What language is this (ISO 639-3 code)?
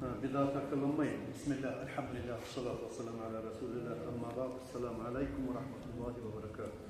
kum